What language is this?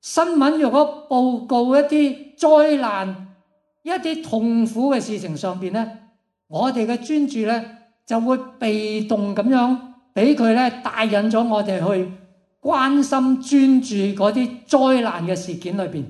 Cantonese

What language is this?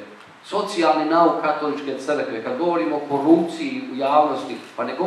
Croatian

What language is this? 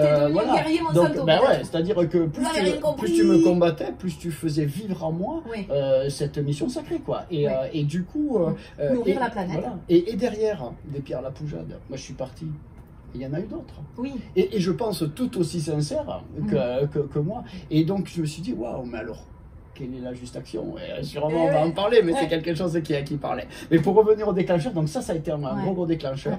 French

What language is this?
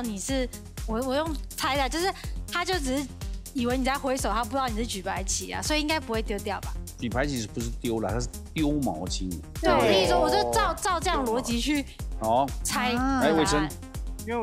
Chinese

